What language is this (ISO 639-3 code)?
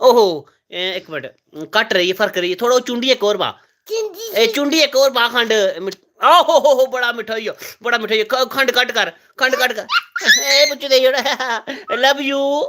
doi